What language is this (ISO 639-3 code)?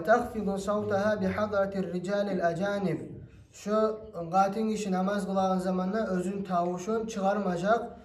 kum